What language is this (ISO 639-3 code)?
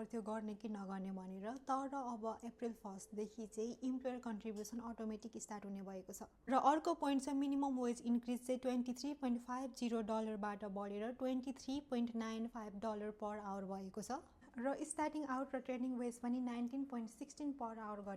nep